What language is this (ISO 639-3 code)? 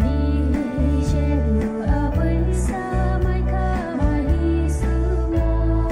pmx